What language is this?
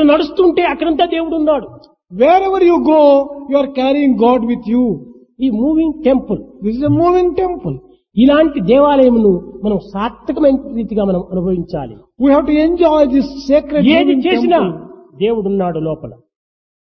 Telugu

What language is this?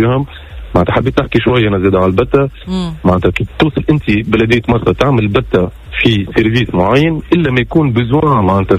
Tunisian Arabic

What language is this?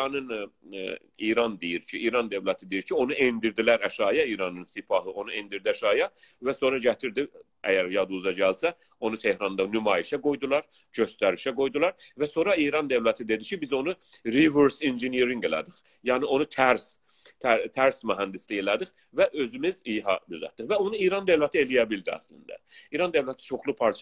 South Azerbaijani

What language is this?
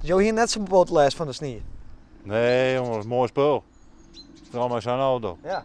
Western Frisian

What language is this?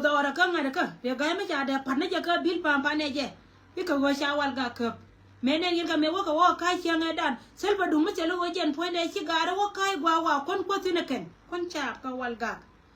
Nuer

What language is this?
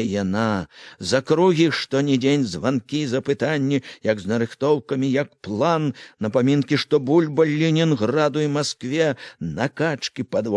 Belarusian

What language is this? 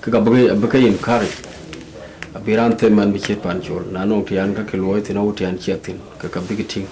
Dinka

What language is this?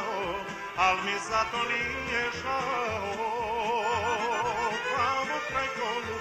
Serbian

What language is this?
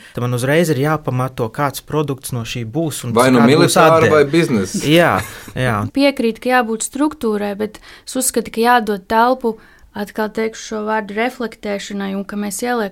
Latvian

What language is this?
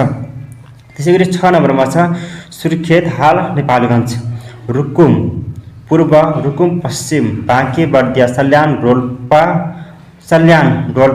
Nepali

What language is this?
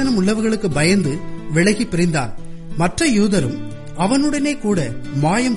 Tamil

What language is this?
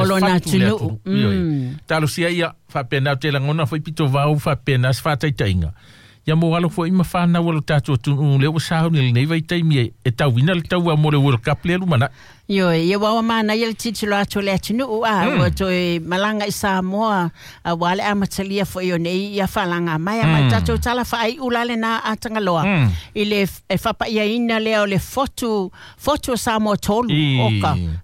Samoan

